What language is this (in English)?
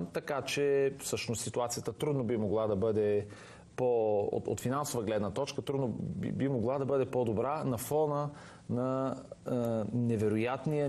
Bulgarian